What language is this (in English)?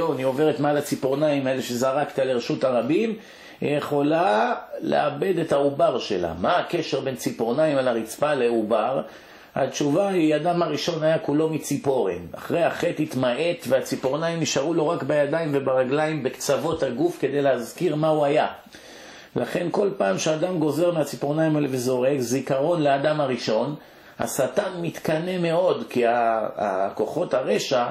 Hebrew